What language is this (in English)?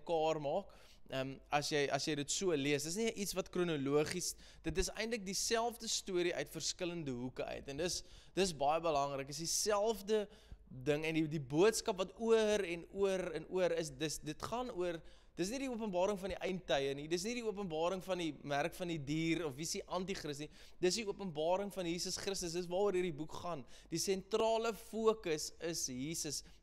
Afrikaans